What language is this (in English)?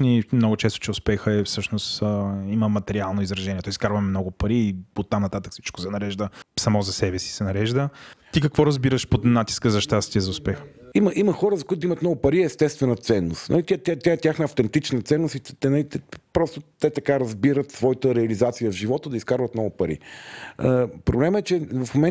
Bulgarian